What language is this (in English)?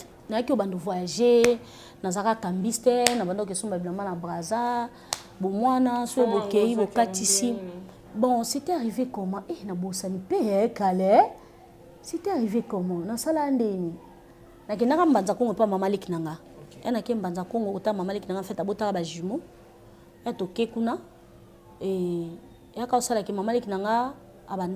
Lingala